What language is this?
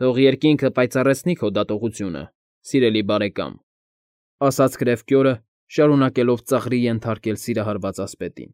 Armenian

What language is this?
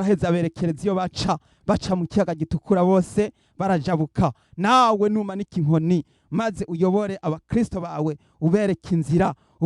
Rundi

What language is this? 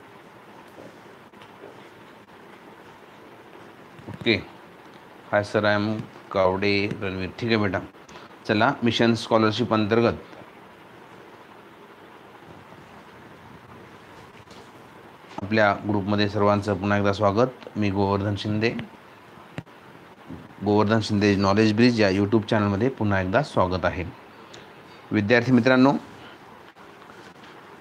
Marathi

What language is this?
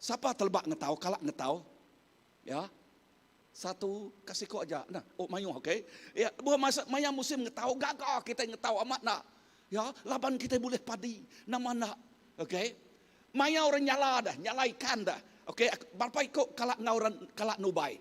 Iban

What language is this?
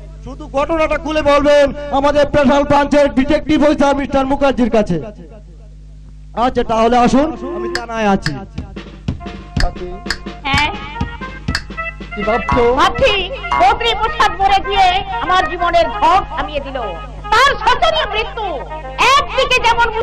Bangla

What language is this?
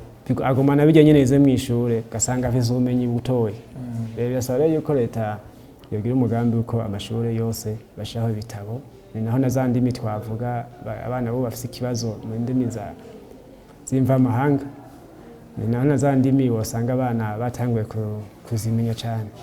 Rundi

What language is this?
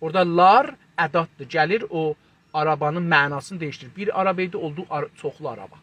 South Azerbaijani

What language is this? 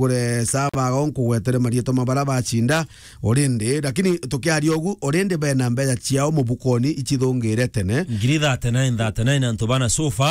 Meru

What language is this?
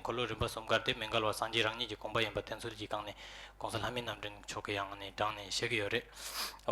Tibetan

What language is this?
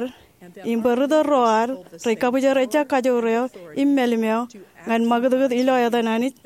Marshallese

